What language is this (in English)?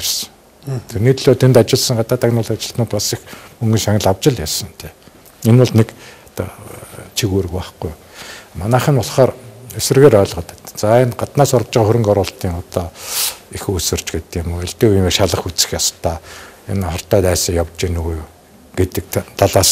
Mongolian